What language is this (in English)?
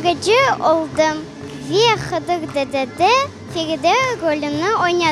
Crimean Tatar